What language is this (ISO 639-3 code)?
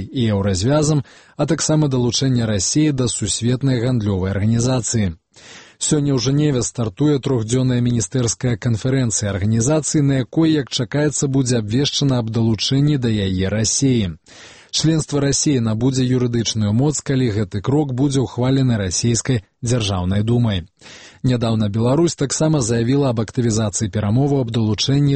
bel